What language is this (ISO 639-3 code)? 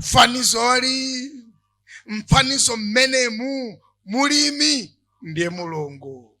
nya